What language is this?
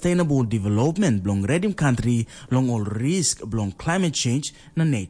Tok Pisin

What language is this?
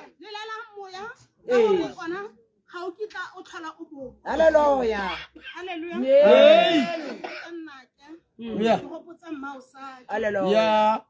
Tswana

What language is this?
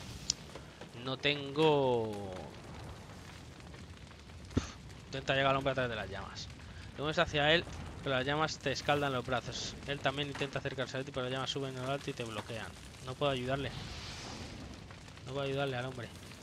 Spanish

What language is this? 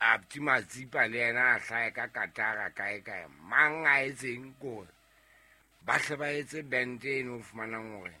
Southern Sotho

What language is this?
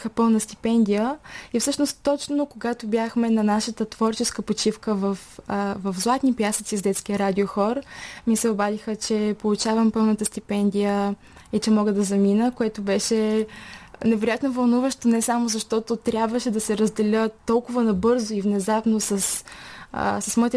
Bulgarian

